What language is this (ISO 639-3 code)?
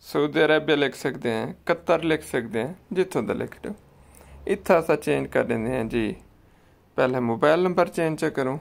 skr